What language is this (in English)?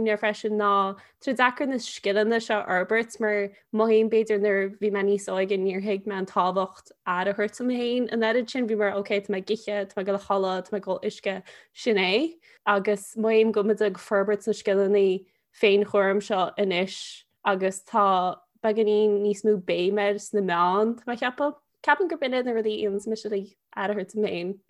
Irish